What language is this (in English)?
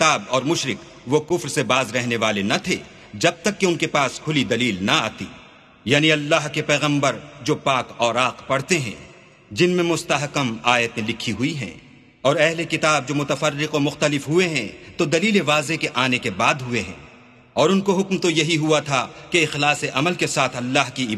Urdu